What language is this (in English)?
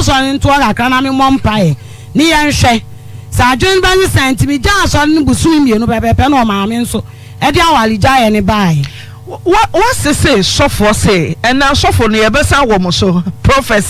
Akan